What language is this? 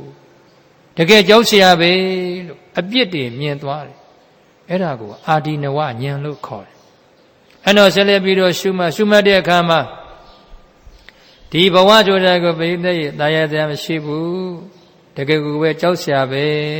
Burmese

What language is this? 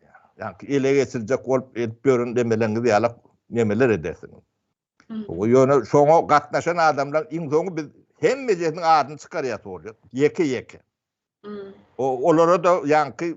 Turkmen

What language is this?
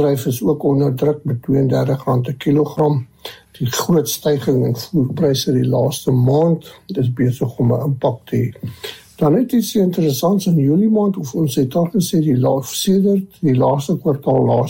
Afrikaans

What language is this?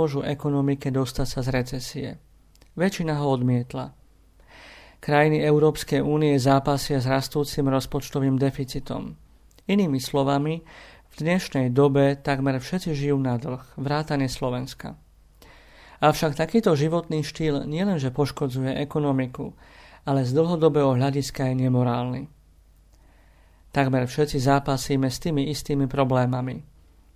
Slovak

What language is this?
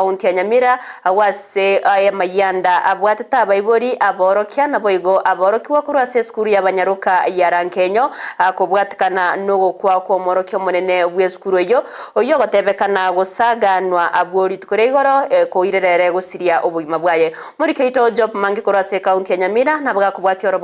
Gusii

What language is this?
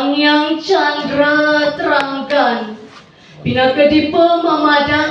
Balinese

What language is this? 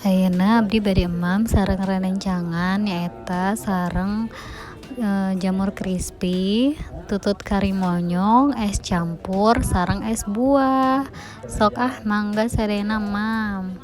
Sundanese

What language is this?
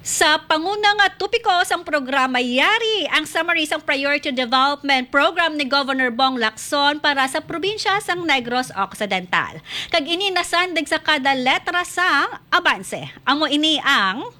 Hiligaynon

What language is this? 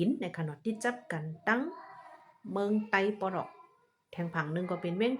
Shan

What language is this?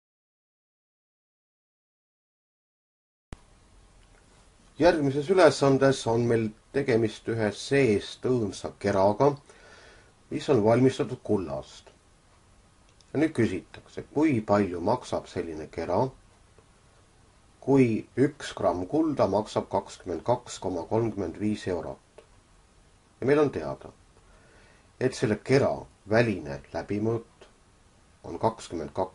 Estonian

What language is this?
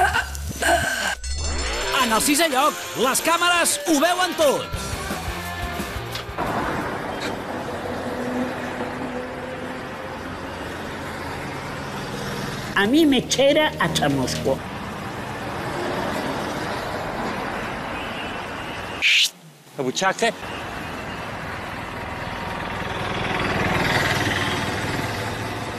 Catalan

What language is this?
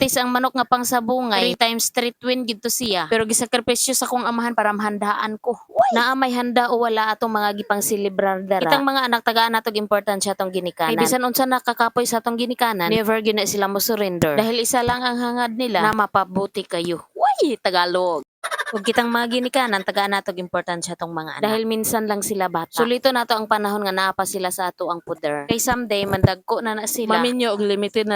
Cebuano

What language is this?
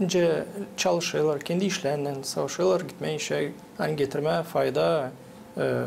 Gagauz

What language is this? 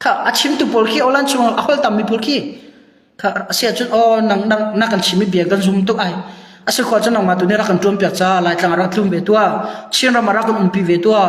Hakha Chin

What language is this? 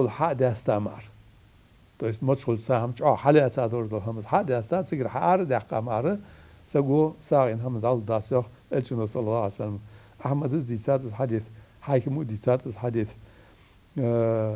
Ingush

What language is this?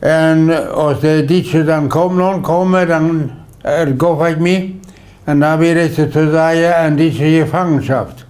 Plautdietsch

